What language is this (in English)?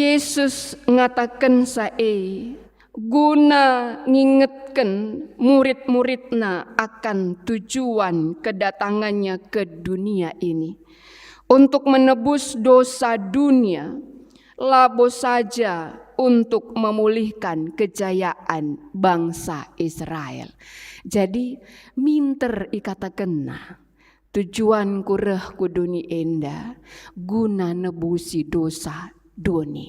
Batak Karo